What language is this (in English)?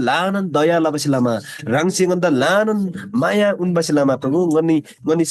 Eastern Tamang